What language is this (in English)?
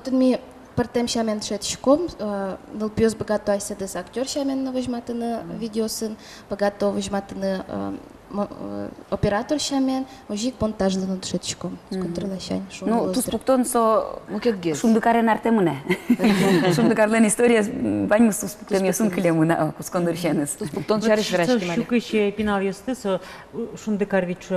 Udmurt